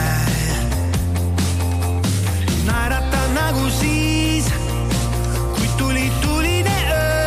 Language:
Estonian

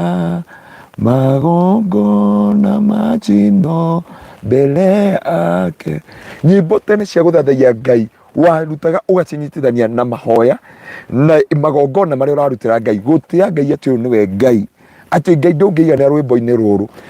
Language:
Kikuyu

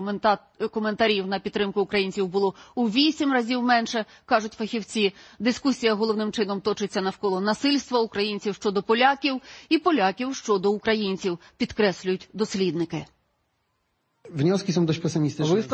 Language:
Ukrainian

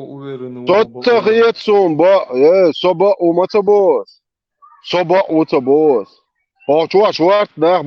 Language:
Chechen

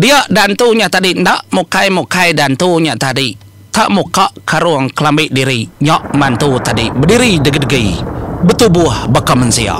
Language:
Iban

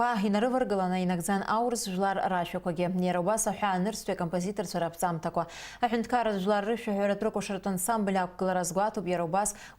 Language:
Abkhazian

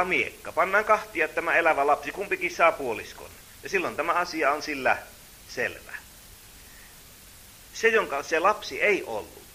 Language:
Finnish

